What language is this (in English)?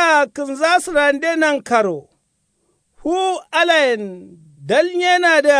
Kanuri